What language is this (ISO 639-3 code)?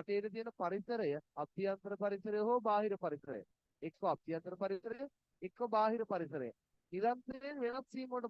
sin